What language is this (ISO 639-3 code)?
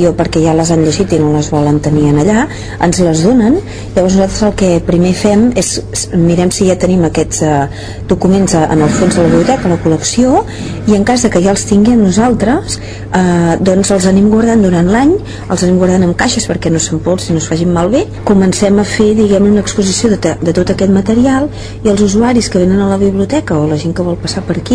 cat